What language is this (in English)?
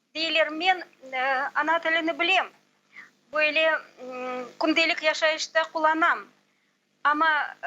Crimean Tatar